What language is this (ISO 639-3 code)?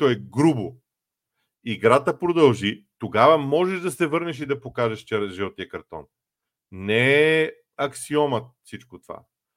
bul